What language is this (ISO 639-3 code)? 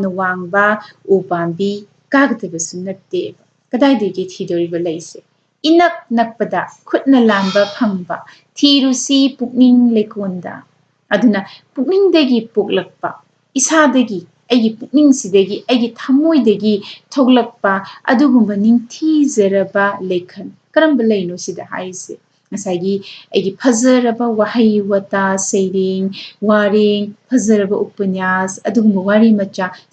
mni